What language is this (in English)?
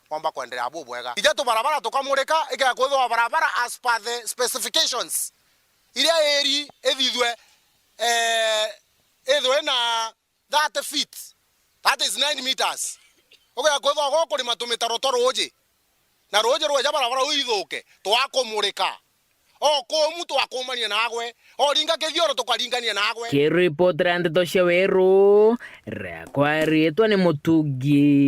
Meru